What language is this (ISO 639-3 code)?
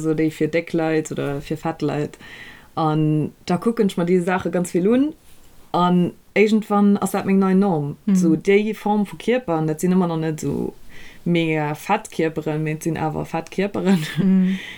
ltz